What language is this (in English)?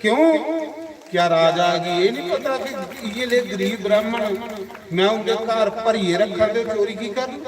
Dogri